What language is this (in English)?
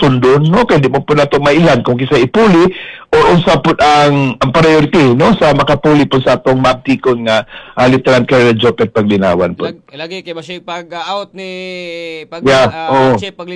Cebuano